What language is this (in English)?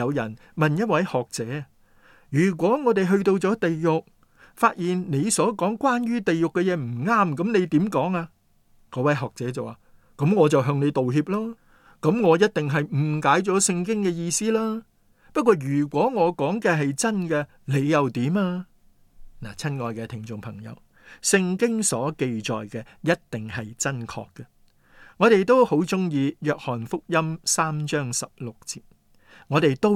Cantonese